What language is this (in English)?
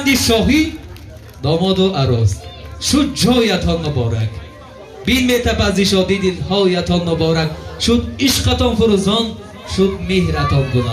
Tajik